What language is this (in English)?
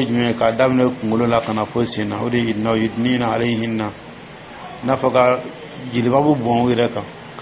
Dyula